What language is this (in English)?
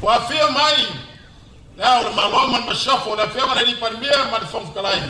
Samoan